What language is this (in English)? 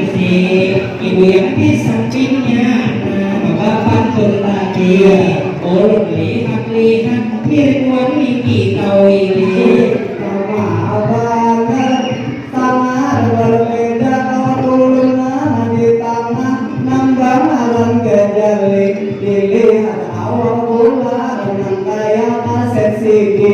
Banjar